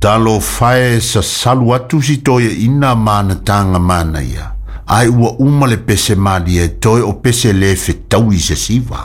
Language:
Samoan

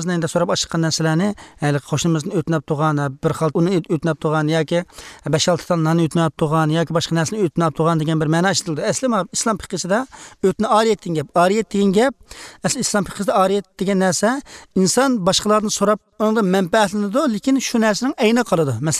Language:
Uyghur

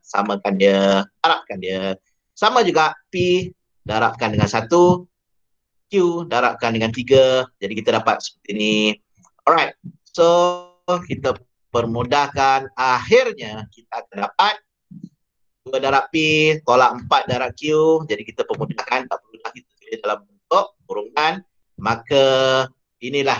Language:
Malay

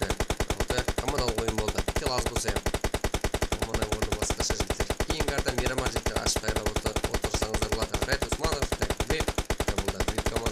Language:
Kara-Kalpak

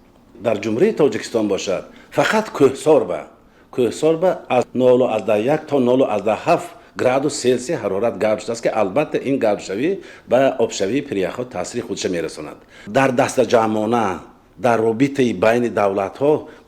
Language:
Tajik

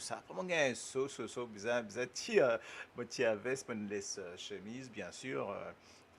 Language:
Morisyen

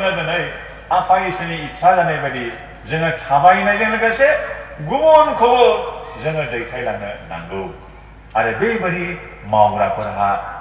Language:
Bodo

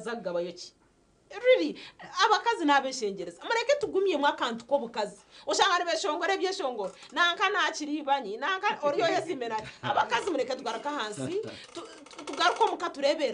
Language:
Nyankole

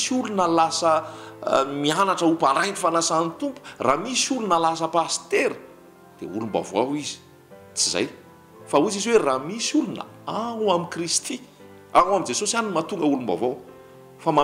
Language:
Malagasy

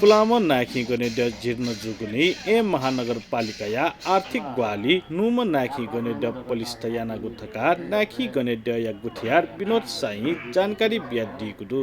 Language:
Newari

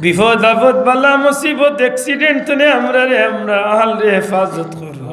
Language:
Sylheti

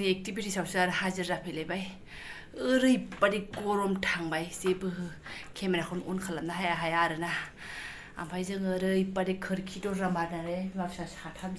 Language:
Bodo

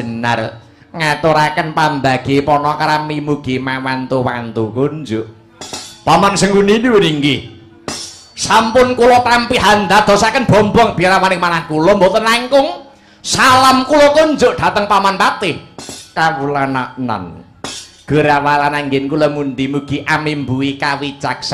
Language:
Javanese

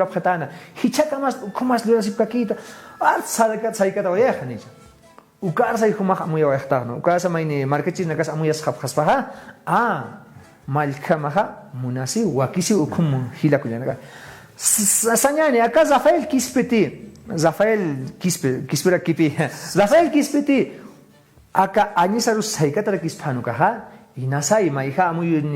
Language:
Aymara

